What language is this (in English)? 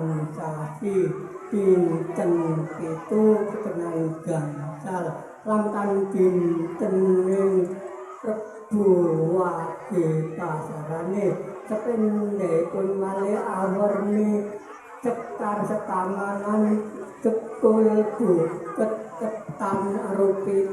Javanese